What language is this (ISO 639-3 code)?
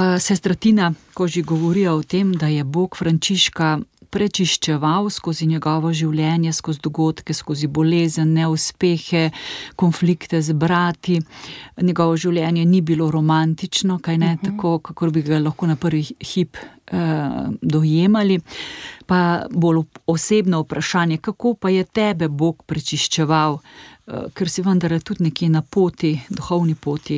slv